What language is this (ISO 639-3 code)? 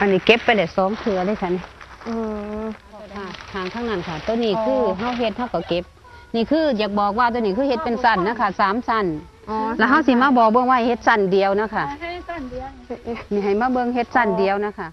tts